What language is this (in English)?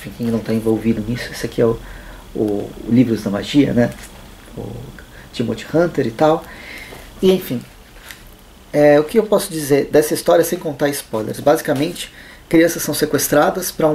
Portuguese